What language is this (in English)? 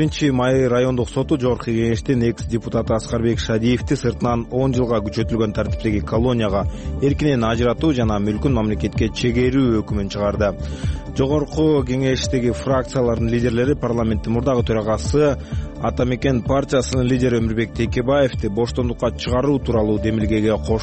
Kyrgyz